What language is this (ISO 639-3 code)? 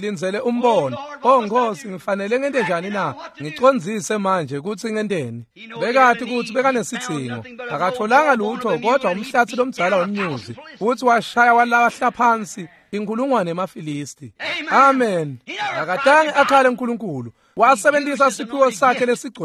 ssw